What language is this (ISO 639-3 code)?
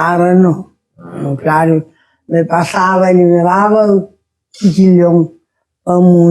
kea